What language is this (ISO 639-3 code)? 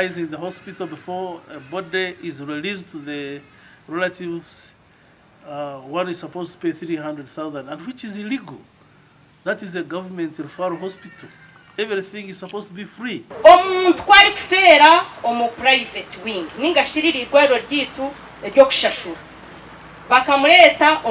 nyn